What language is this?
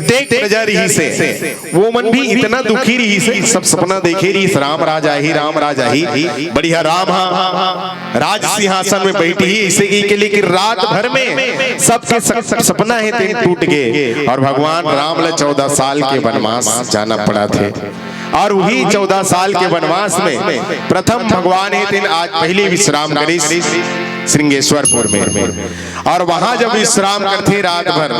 Chhattisgarhi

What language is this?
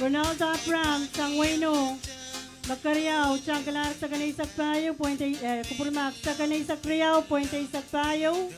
Pohnpeian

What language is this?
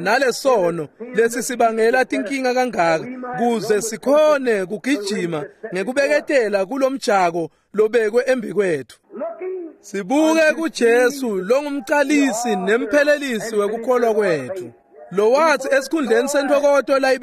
Swati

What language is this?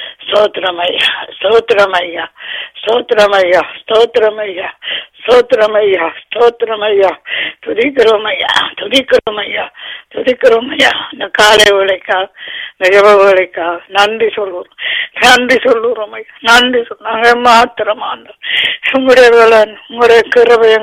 Tamil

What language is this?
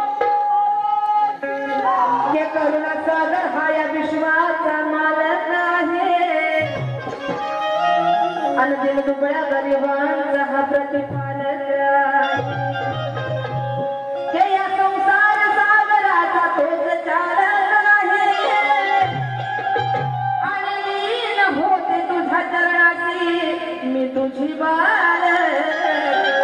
Marathi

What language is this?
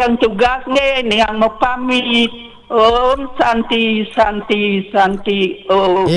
Balinese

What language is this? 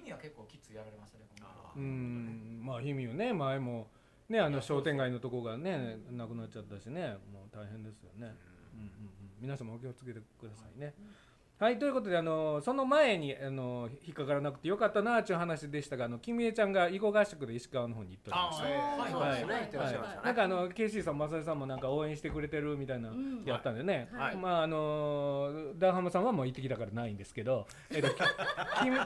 Japanese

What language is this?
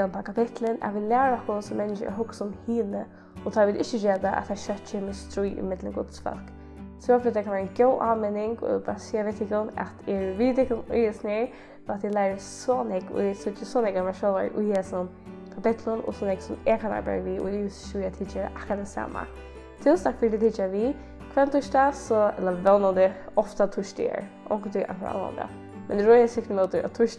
Faroese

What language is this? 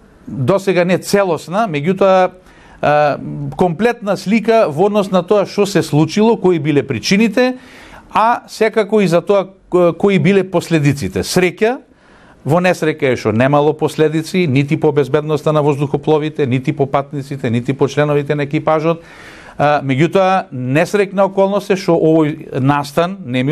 Macedonian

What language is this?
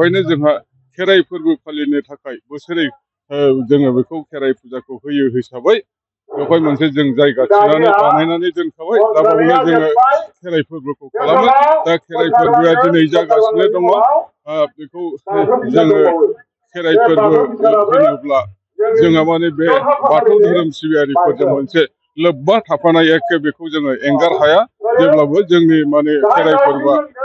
Bodo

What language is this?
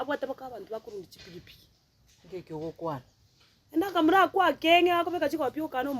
Gusii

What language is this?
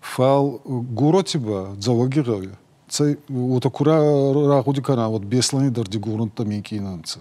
Ossetic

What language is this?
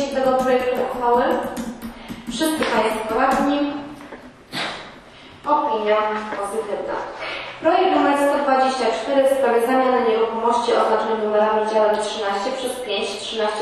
Polish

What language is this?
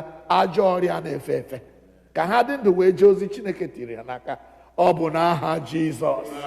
Igbo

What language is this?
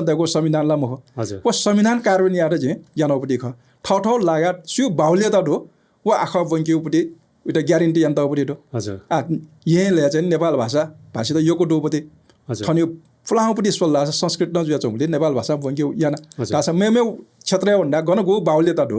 Newari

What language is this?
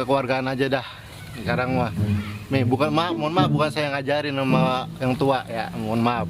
Betawi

